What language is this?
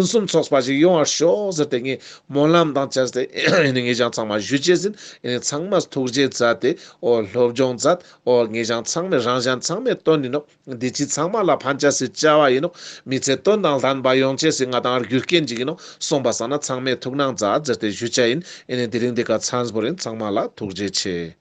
Ladakhi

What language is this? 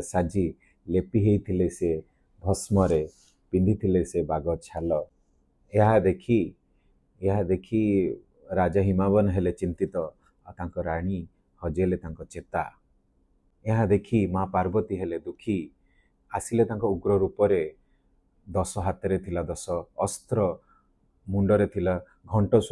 Odia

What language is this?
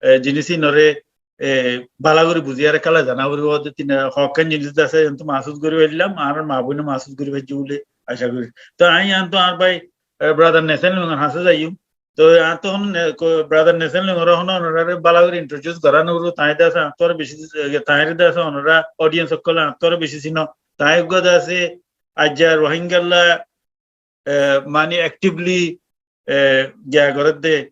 Rohingya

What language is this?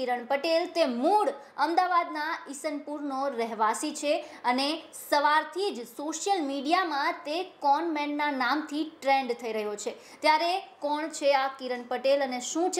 Gujarati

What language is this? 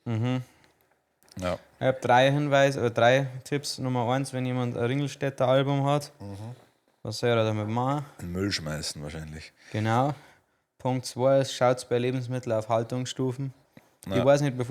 Bavarian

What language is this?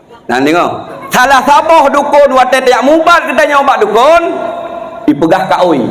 Achinese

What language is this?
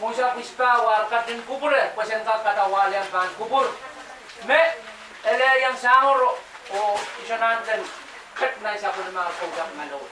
Pohnpeian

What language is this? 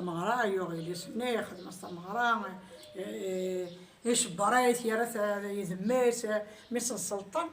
Kabyle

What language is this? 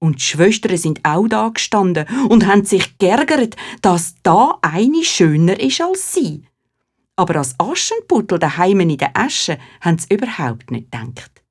Swiss German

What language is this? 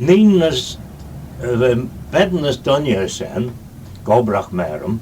Manx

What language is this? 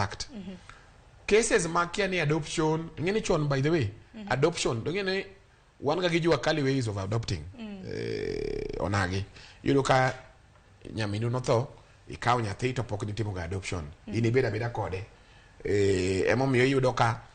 Luo (Kenya and Tanzania)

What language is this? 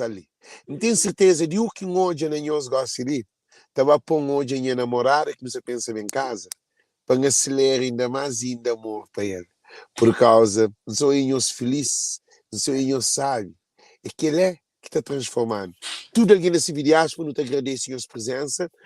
Kabuverdianu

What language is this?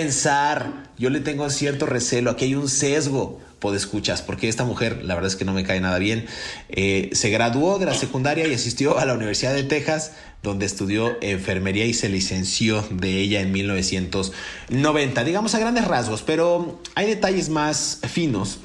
Spanish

